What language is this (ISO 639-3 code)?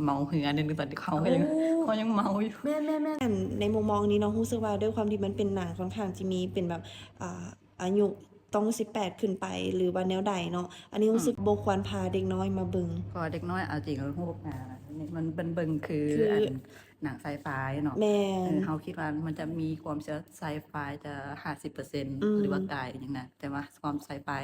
lao